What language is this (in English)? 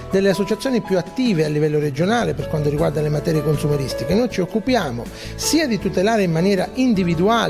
Italian